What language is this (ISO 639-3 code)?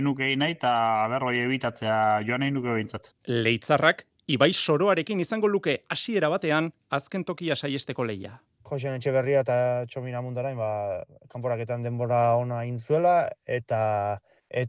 eus